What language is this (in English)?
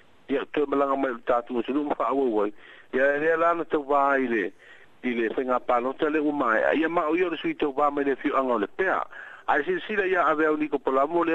Samoan